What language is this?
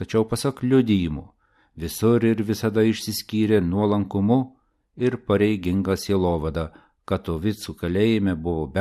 Lithuanian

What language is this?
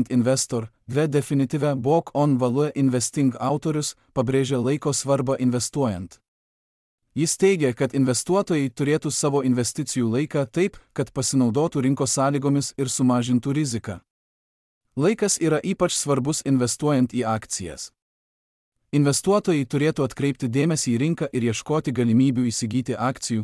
Lithuanian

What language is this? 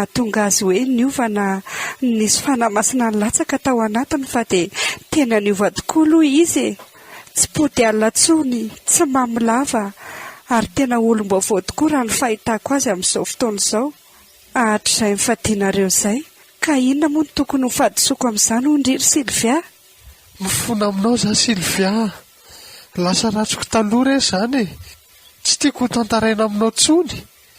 Malagasy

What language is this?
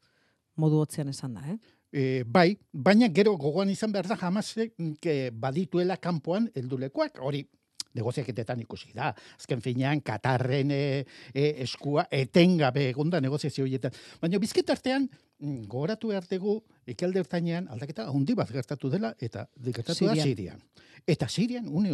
Basque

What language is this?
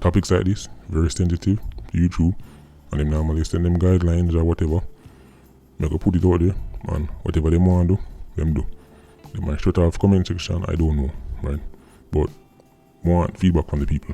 Jamaican Creole English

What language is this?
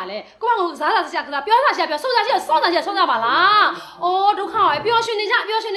Burmese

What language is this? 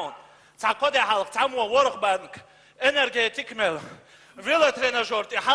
Chechen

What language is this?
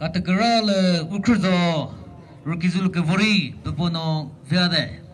Chokri Naga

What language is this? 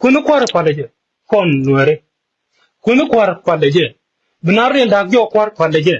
Nuer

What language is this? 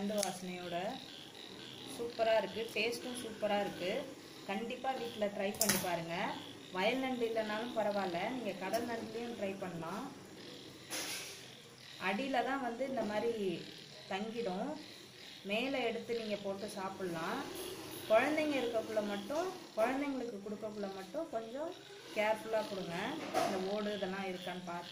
Tamil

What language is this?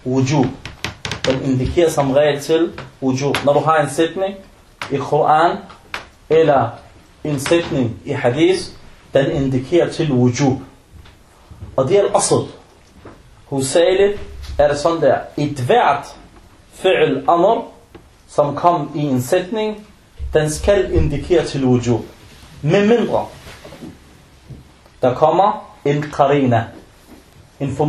Danish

